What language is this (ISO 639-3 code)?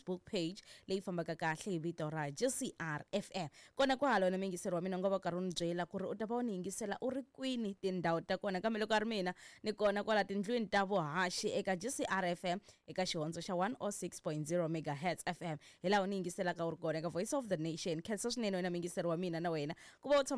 tso